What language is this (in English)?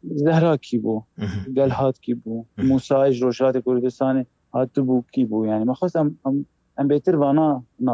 Kurdish